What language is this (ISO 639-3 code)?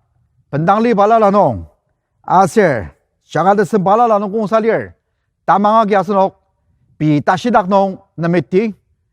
njo